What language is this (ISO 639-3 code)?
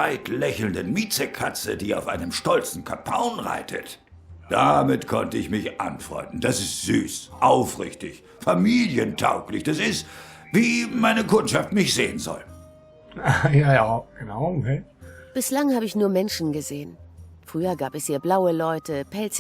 gsw